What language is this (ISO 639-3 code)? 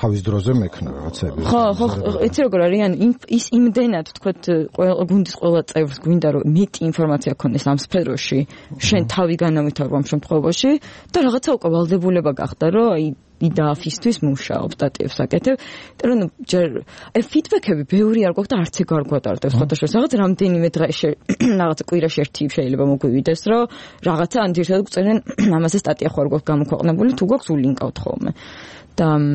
kat